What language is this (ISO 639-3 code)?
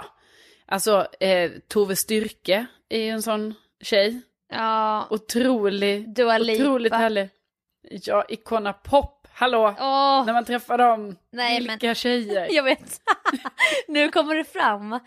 swe